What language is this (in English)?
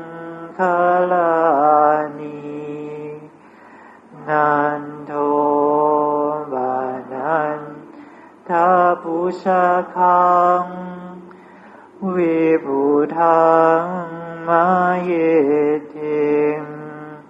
Thai